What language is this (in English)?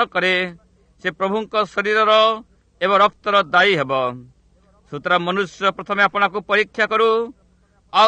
Odia